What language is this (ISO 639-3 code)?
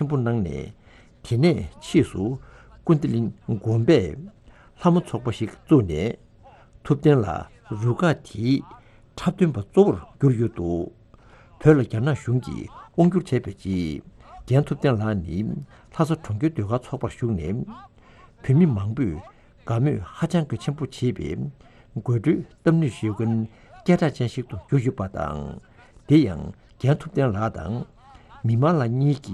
bod